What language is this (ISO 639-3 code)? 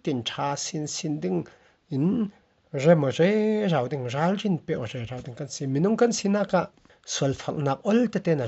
cfm